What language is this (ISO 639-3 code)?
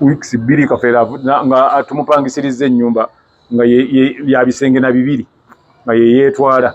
lug